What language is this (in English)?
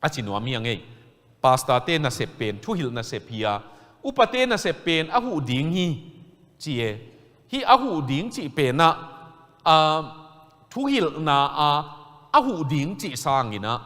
Tedim Chin